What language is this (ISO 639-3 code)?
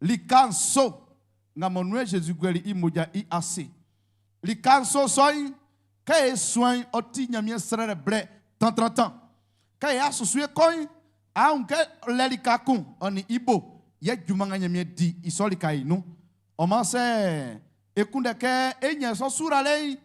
bci